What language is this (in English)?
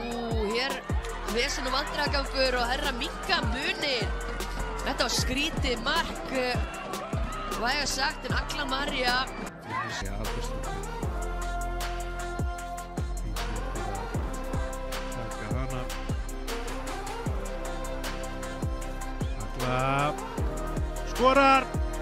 Icelandic